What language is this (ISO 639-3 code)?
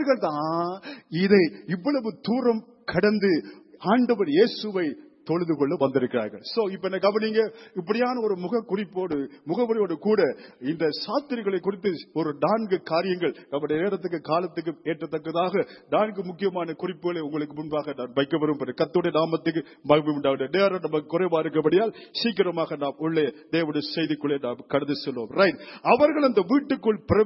tam